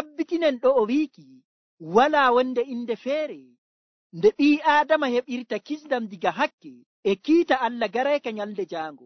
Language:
Nigerian Fulfulde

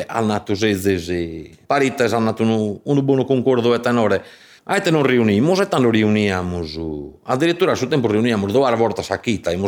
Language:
Sardinian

